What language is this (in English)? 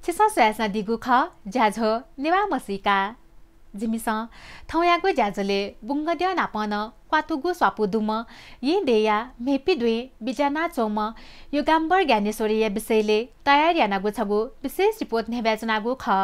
Newari